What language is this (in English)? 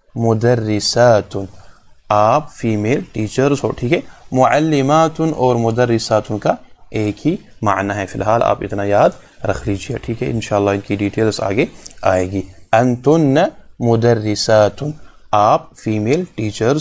Urdu